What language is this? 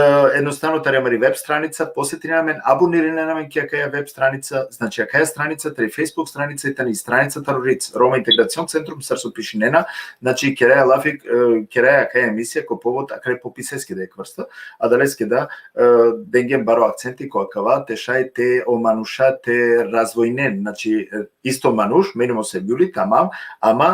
Balkan Romani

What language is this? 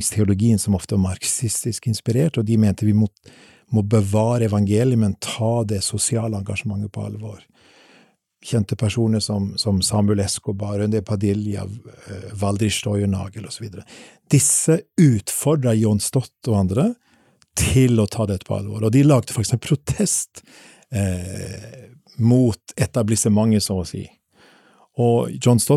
Norwegian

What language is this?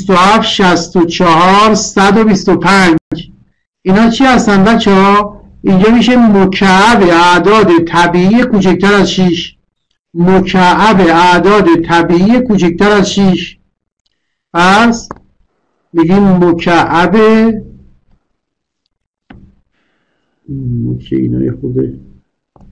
Persian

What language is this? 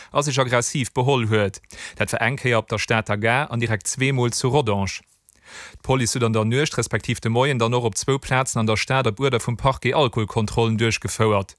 Luxembourgish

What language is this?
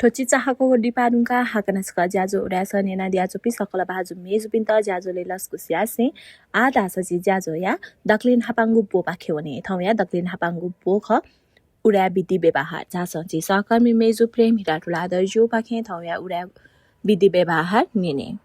Newari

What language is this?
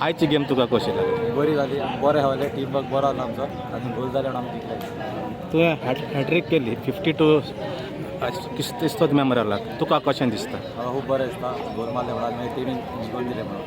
Konkani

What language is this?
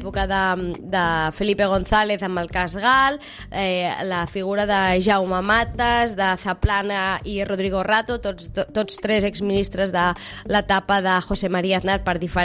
Catalan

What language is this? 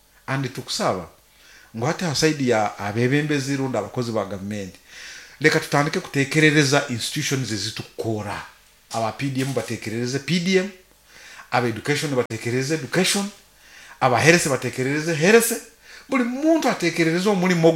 Nyoro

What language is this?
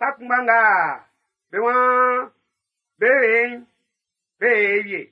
Baoulé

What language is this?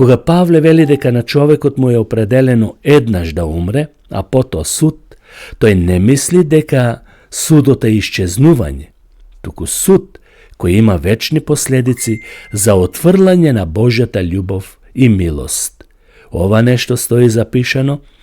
Macedonian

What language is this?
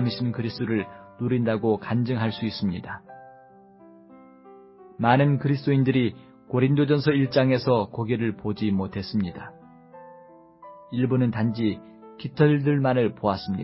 Korean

